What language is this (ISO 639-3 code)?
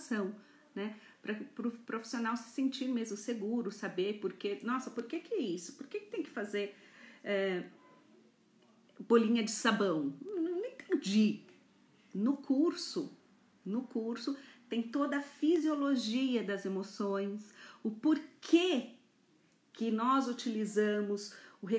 por